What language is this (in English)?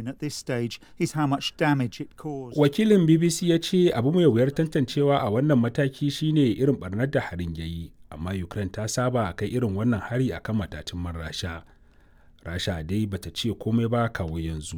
Hausa